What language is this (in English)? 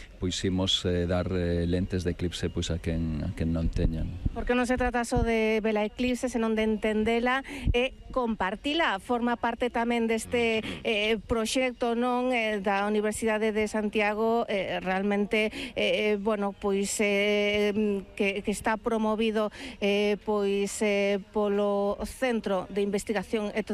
Galician